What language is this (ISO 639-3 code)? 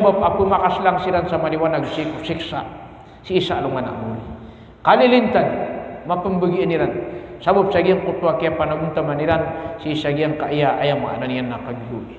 mrw